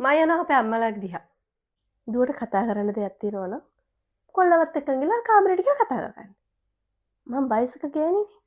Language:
Sinhala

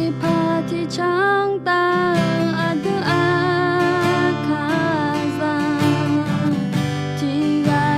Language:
Akha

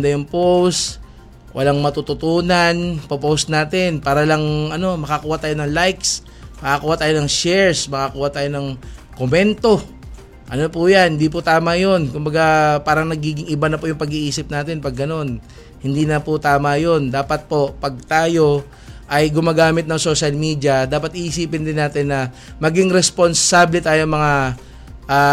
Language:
Filipino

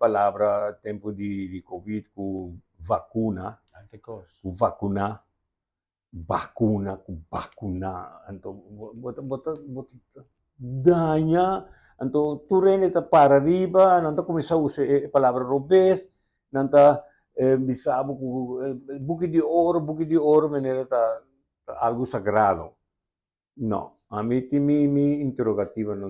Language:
Papiamento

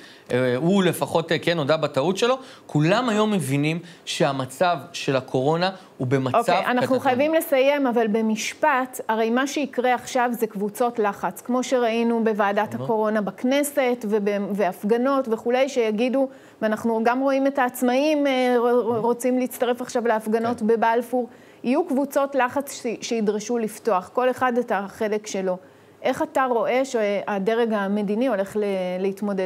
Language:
Hebrew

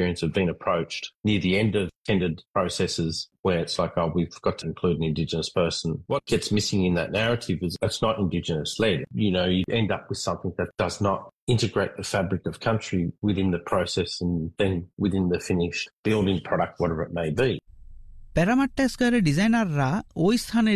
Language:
Bangla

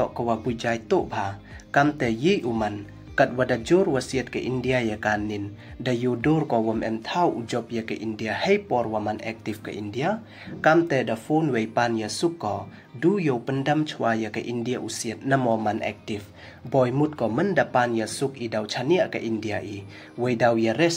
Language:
Pnar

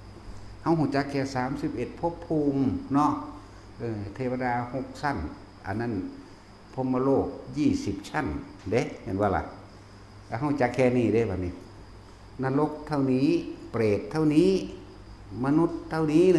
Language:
Northeastern Thai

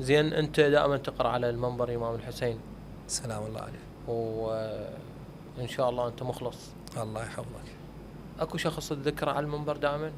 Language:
Mesopotamian Arabic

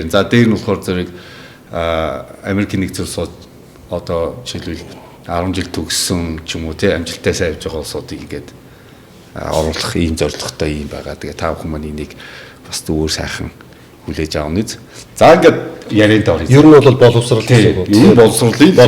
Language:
Mongolian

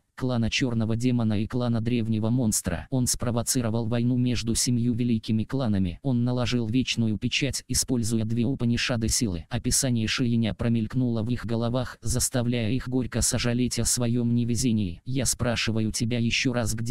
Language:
Russian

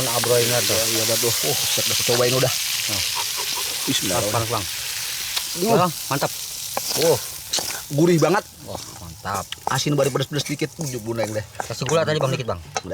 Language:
Betawi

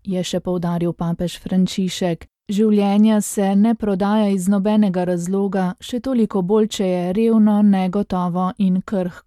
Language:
Slovenian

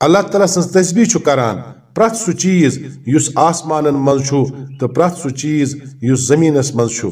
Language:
Kashmiri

